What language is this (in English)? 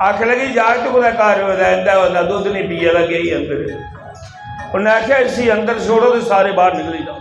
Dogri